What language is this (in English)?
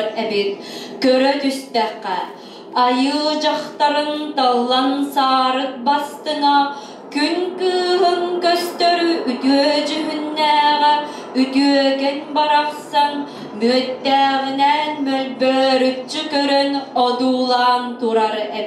Yakut